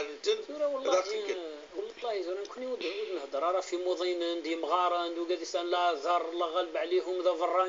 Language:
Kabyle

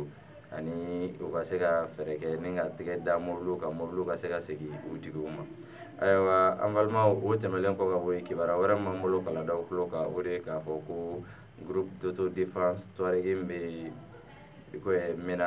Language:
Bambara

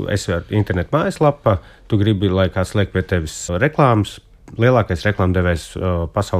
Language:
Latvian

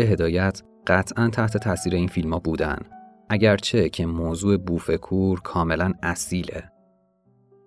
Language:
Persian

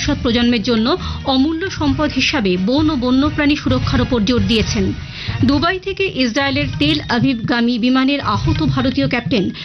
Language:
Bangla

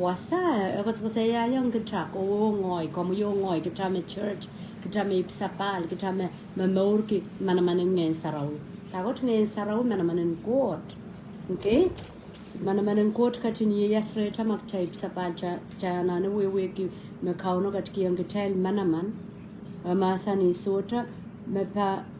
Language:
Pohnpeian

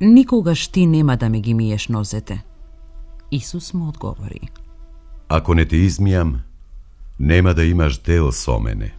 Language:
Macedonian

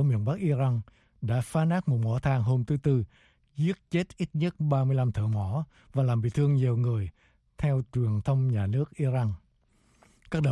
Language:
Vietnamese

